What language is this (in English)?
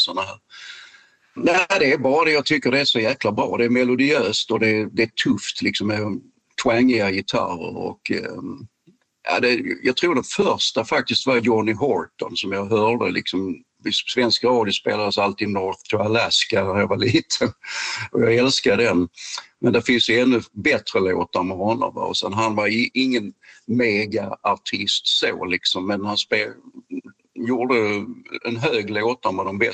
Swedish